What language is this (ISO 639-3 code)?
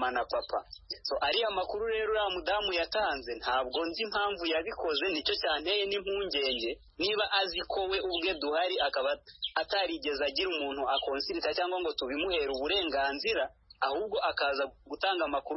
kin